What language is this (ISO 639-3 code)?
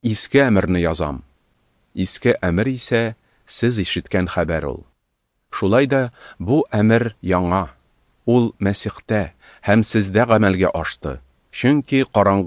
tat